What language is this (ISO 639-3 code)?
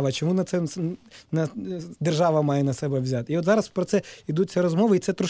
ukr